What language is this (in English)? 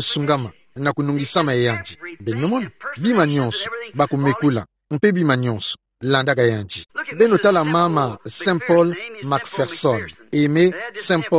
Kituba (Democratic Republic of Congo)